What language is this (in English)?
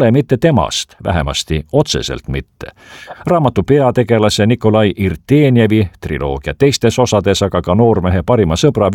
Estonian